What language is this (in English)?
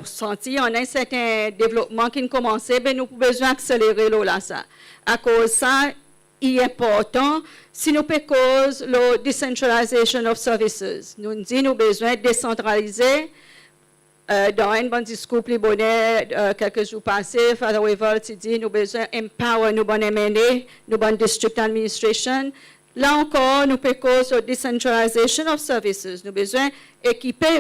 Seselwa Creole French